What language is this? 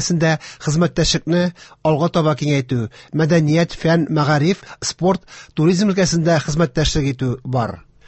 Tatar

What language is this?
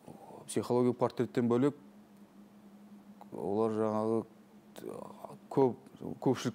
Kazakh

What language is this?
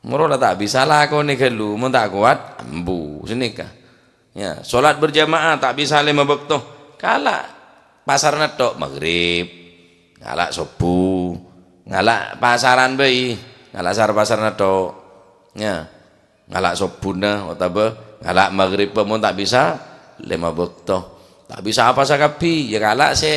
Madurese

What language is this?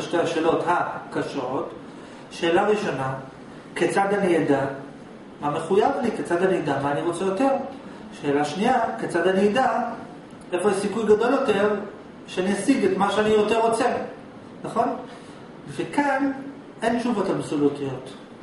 Hebrew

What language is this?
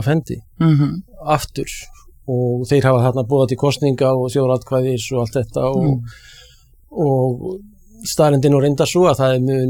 Icelandic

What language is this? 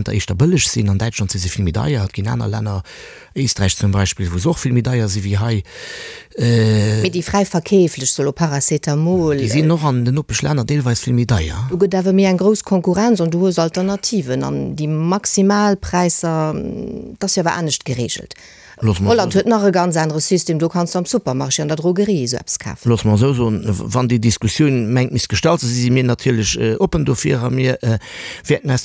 Luxembourgish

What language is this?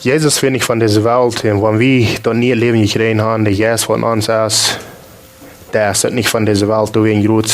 Plautdietsch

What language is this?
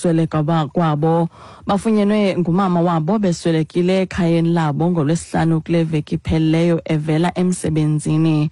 Xhosa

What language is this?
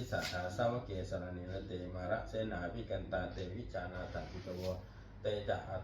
Pali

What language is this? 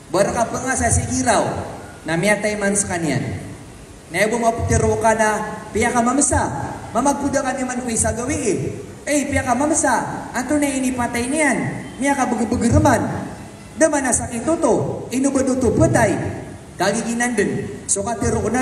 Maranao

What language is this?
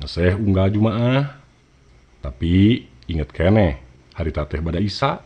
Sundanese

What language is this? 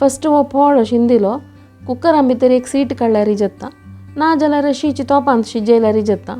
Konkani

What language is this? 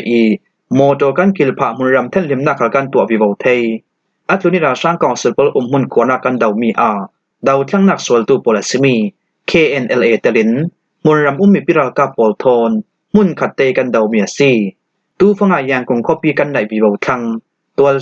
Falam Chin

